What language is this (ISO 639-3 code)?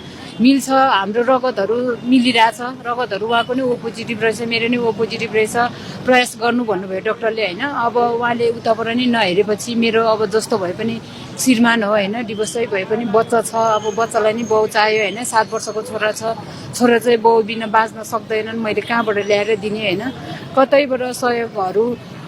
nep